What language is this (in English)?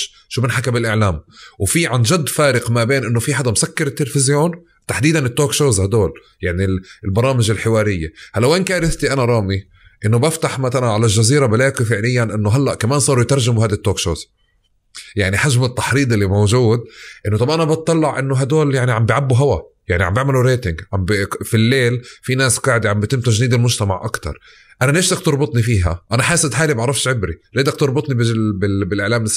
North Levantine Arabic